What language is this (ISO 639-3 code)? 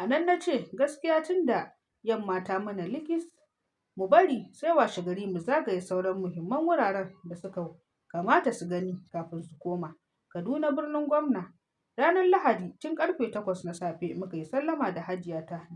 hau